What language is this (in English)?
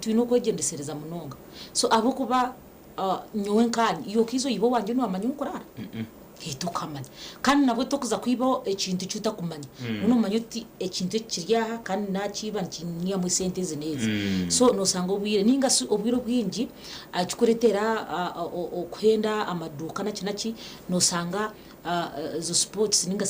Nyankole